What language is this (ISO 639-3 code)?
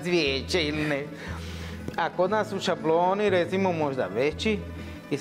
hrv